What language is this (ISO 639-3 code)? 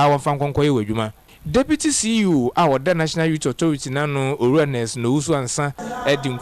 aka